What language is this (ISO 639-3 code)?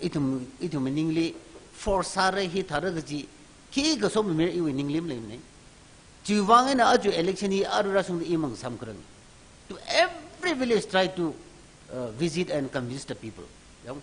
nmf